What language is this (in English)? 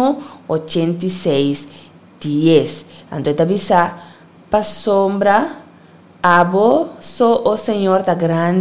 Papiamento